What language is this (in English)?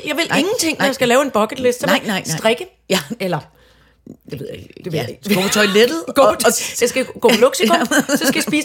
Danish